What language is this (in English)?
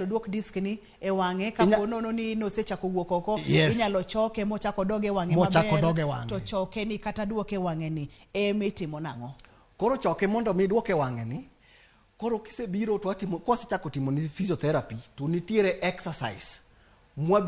Luo (Kenya and Tanzania)